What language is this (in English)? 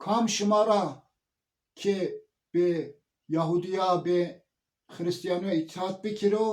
Zaza